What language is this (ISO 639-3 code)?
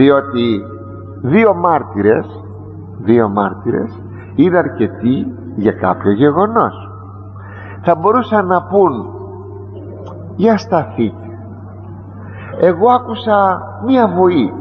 ell